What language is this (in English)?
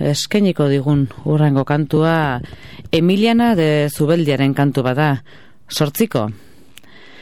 Basque